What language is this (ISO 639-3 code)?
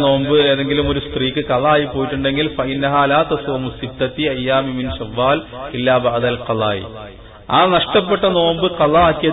mal